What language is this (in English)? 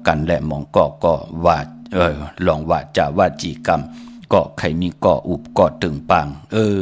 Shan